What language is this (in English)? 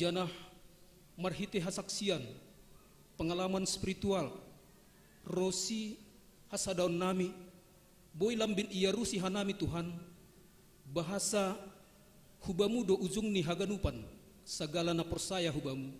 Batak Simalungun